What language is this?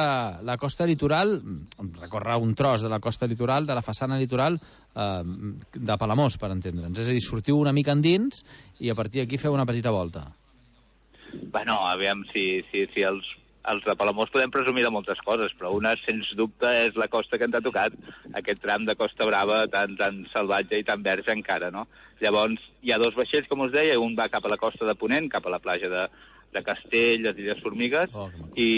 Catalan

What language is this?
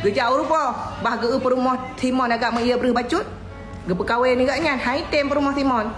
Achinese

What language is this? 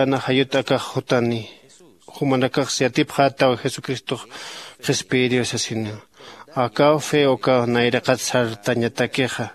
Aymara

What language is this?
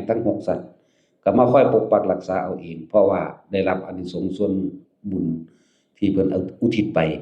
Northeastern Thai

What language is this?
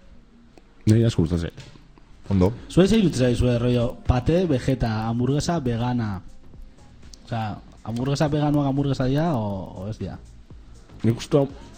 Basque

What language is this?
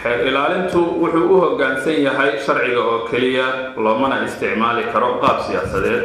Somali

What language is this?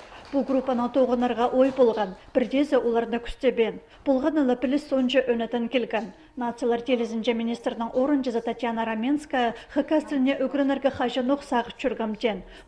Khakas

